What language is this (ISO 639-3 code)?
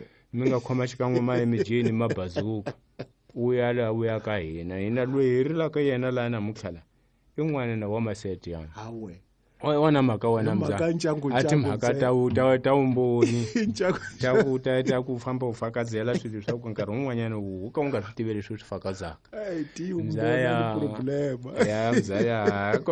tso